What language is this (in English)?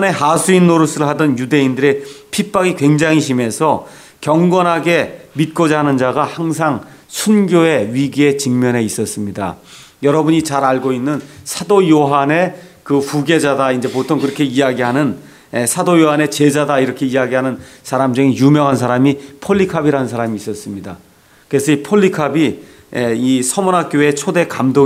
Korean